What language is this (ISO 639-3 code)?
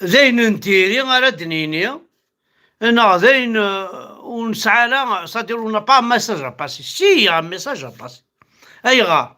kab